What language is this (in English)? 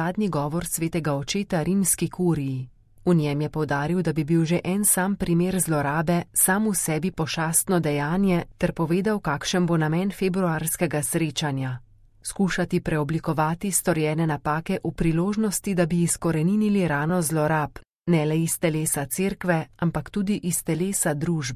Slovenian